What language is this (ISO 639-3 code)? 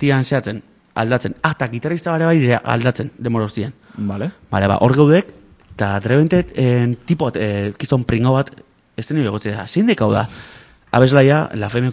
eus